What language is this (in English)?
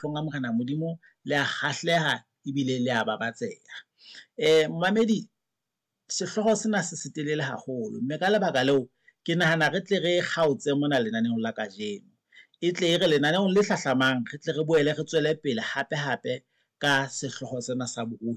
Southern Sotho